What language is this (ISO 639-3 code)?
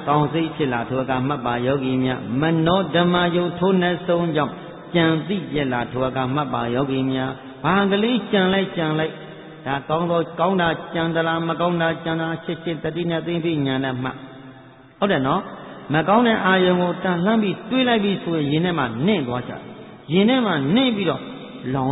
mya